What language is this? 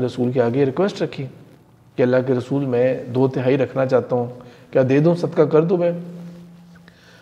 Urdu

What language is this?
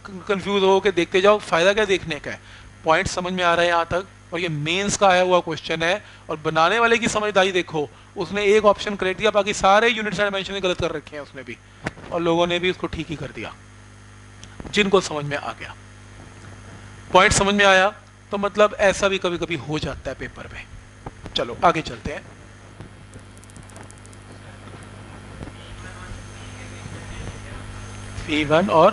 Hindi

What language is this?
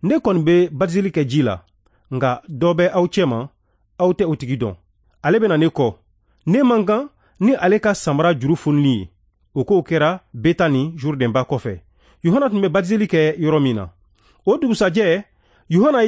Bambara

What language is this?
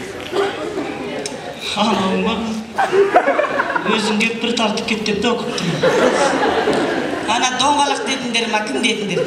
Kazakh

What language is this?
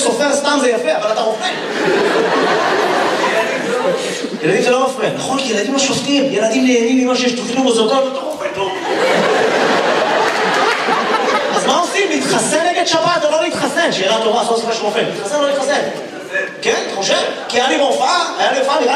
Hebrew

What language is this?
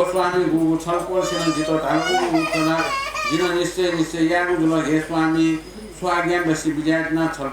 Newari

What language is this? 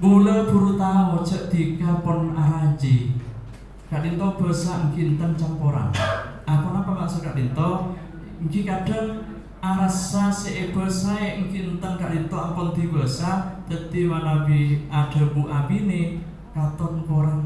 Madurese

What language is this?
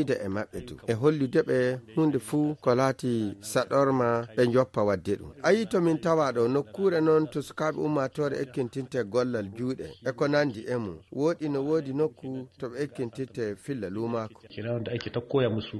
Fula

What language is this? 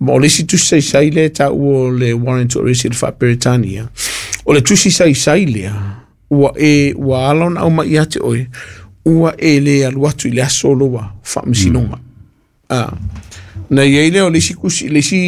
Samoan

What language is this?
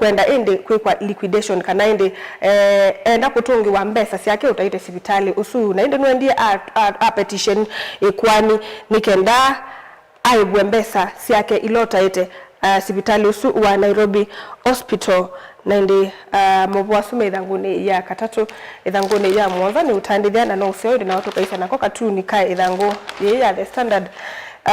Kamba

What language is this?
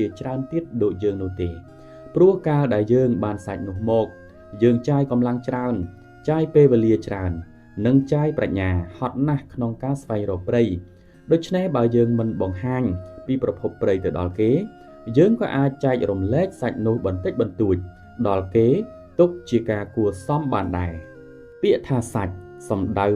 Khmer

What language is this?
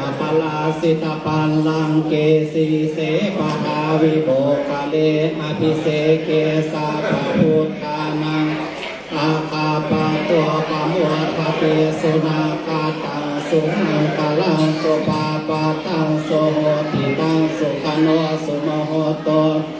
Pali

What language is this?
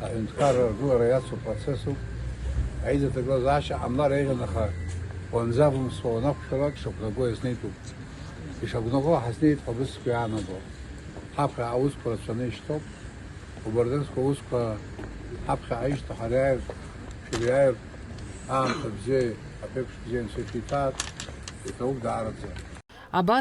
Abkhazian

